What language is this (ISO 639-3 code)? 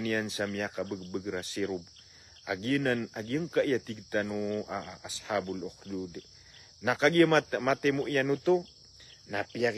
mrw